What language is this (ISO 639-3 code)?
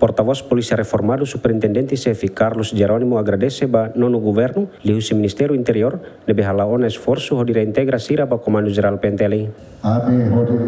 tet